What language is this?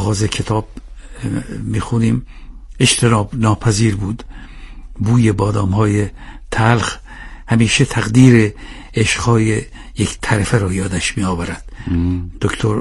Persian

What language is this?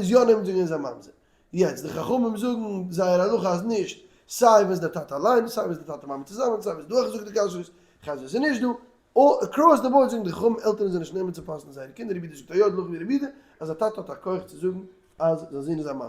Yiddish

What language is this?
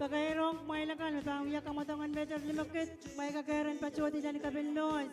Pohnpeian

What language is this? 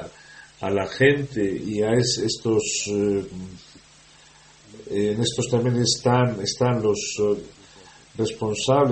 Spanish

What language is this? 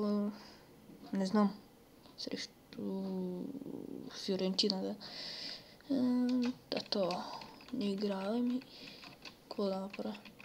Bulgarian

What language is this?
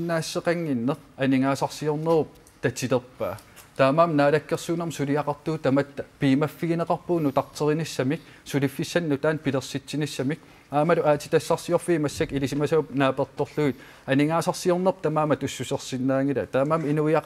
Kalaallisut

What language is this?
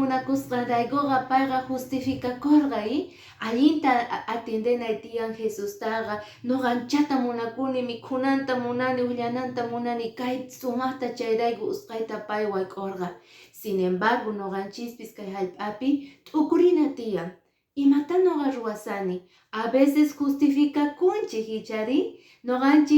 Quechua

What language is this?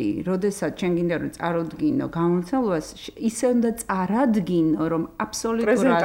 Georgian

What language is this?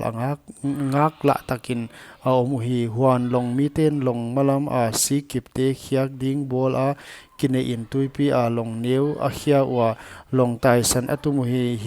Paite Chin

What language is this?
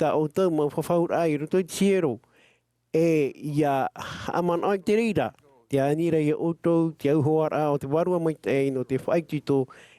Tahitian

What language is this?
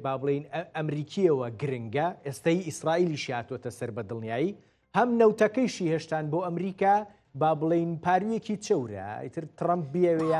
Central Kurdish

